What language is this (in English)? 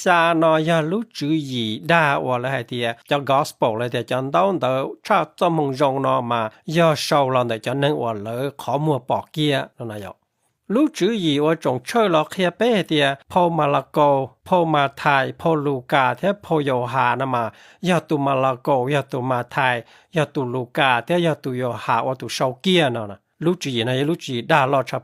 Hmong